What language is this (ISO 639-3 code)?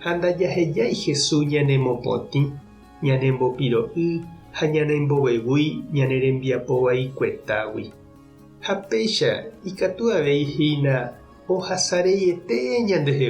grn